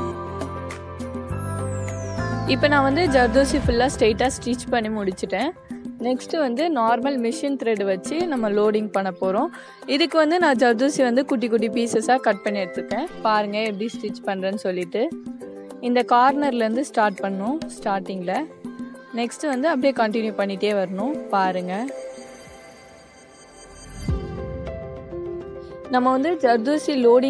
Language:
Tamil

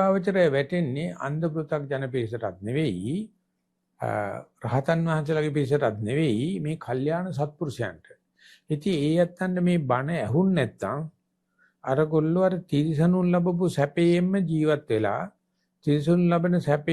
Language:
Sinhala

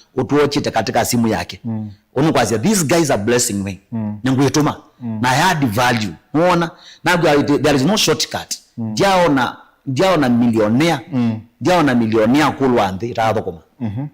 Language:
Kamba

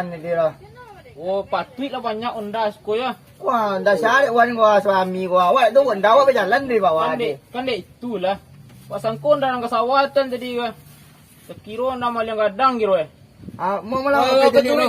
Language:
Minangkabau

